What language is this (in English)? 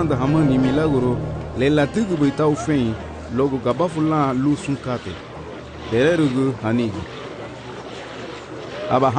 Garifuna